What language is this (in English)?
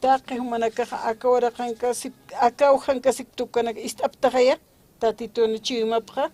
Aymara